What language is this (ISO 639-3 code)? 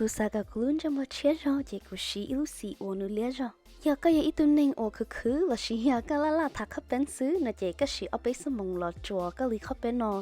hmn